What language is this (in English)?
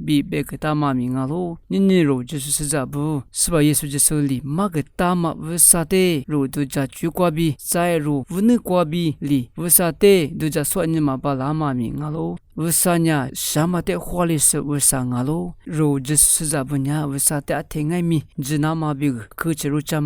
Lisu